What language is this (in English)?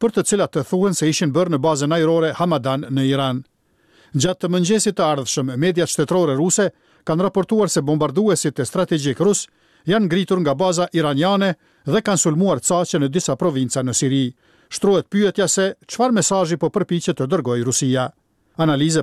Albanian